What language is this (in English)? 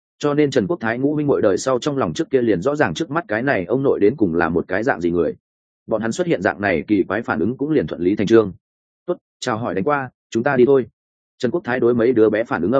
Vietnamese